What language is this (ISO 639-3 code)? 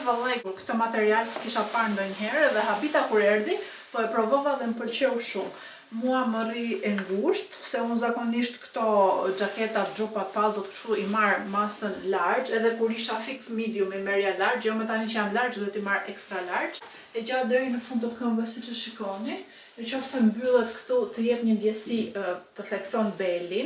sqi